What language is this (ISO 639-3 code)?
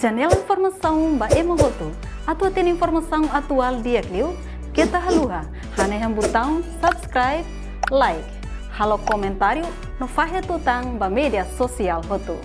tet